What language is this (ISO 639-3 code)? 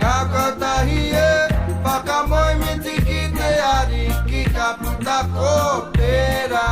mri